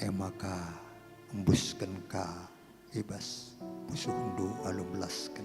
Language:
Batak Karo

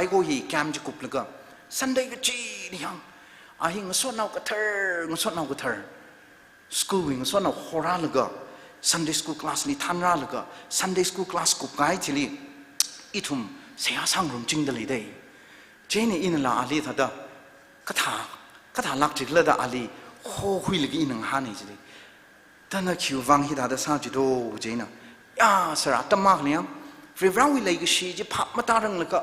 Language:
Tangkhul Naga (India)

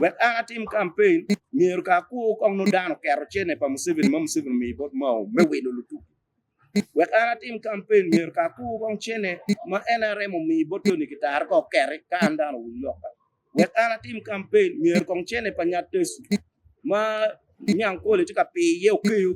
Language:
Acoli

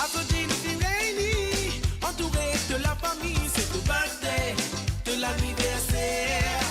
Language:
Morisyen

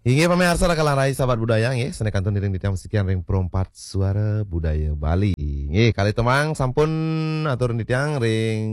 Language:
Balinese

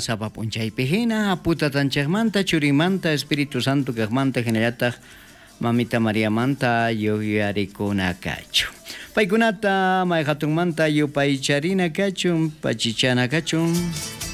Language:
South Bolivian Quechua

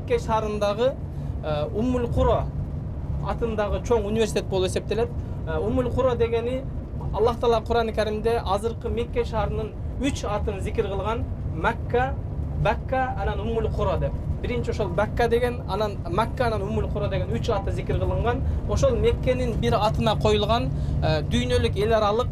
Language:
Kyrgyz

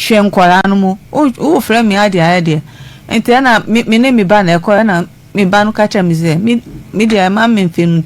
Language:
Akan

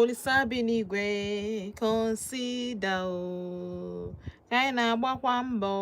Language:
Igbo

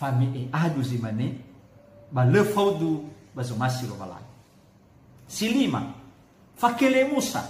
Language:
Nias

